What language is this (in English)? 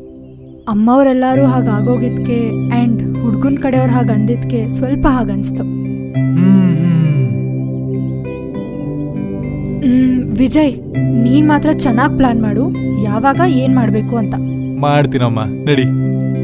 Kannada